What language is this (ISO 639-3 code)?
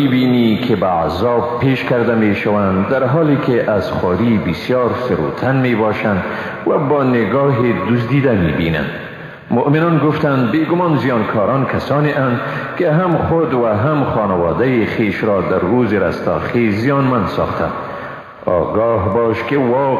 fas